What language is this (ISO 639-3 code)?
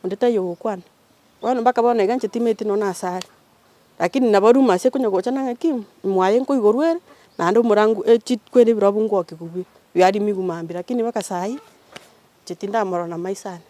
guz